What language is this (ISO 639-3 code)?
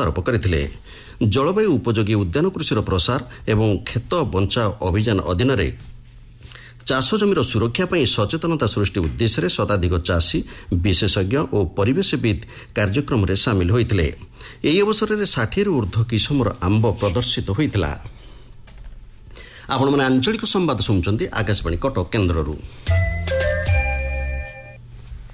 ori